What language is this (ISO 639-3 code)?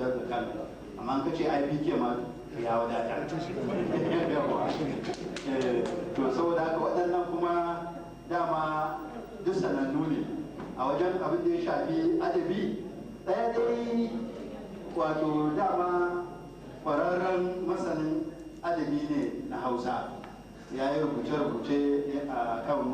hau